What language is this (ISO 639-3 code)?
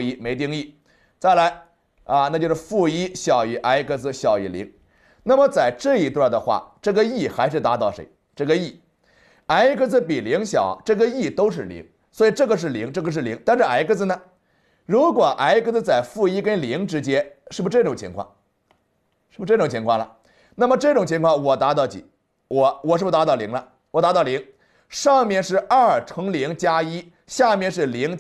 zho